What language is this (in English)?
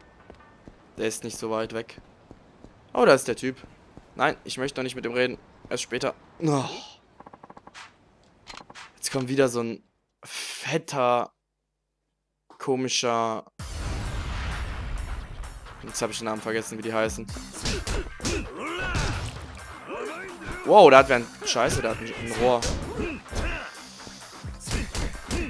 German